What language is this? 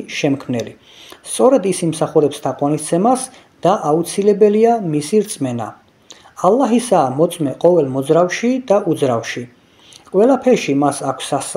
Georgian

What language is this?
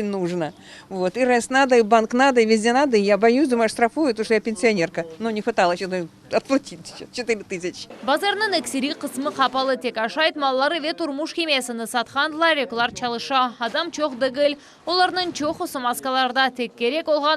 Crimean Tatar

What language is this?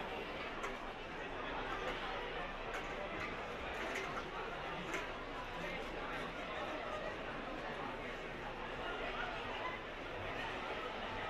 Finnish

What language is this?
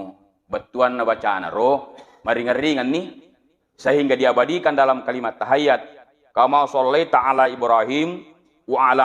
Buginese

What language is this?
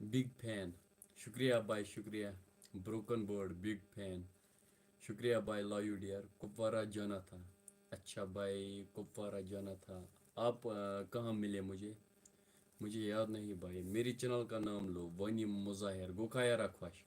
Kashmiri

